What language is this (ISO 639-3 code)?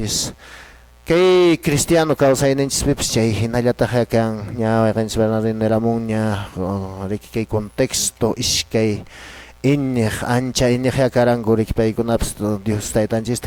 que